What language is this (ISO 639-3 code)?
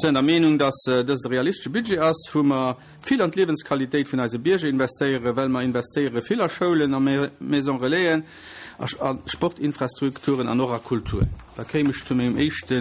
ltz